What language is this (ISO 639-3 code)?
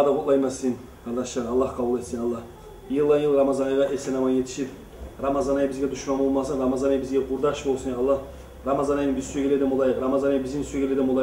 kum